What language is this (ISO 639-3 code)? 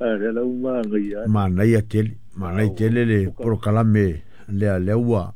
smo